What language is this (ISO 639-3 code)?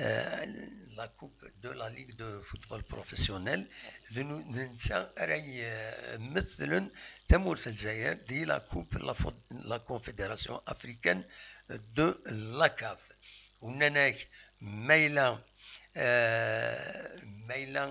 kab